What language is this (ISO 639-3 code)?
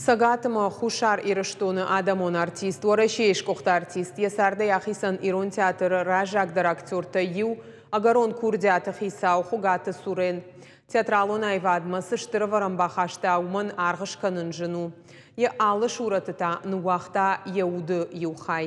oss